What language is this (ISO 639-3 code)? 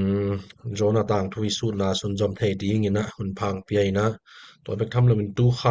ctd